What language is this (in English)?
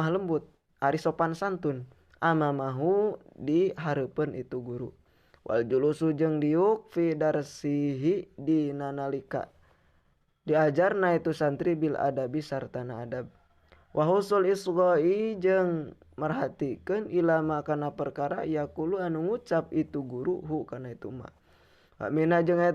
Sundanese